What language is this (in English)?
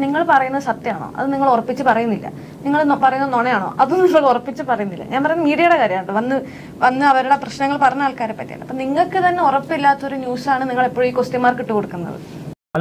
Malayalam